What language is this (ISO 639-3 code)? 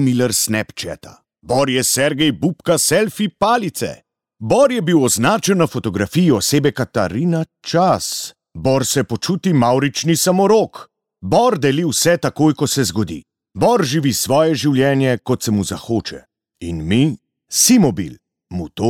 slv